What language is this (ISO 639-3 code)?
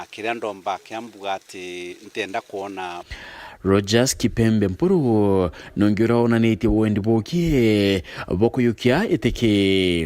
mer